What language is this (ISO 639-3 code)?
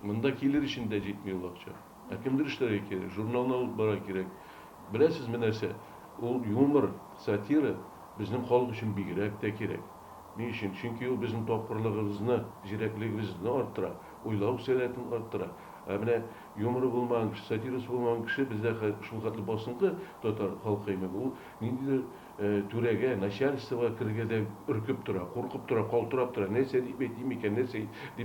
tat